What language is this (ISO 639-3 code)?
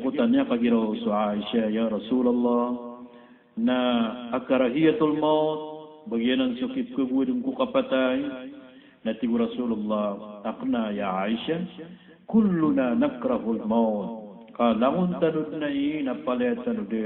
mrw